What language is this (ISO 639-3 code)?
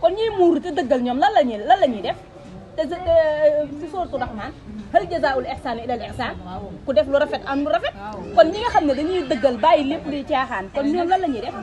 wol